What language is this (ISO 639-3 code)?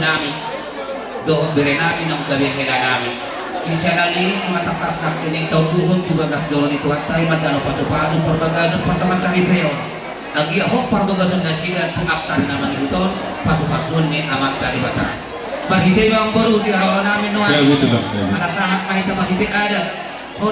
bbc